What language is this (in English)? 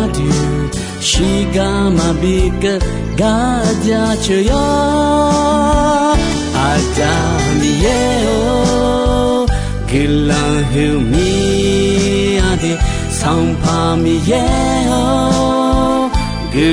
Akha